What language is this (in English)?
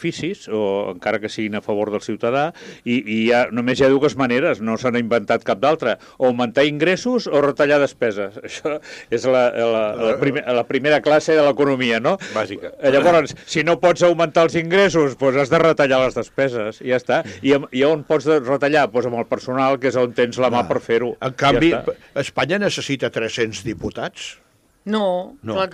Catalan